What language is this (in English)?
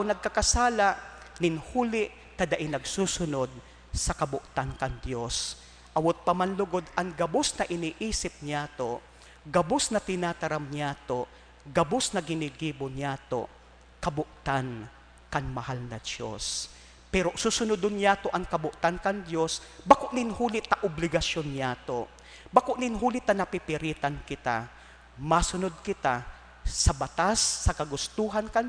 Bikol